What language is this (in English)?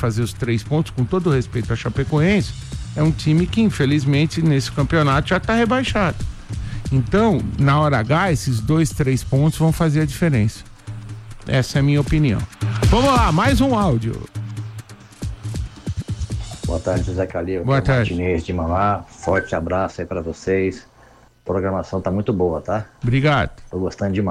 Portuguese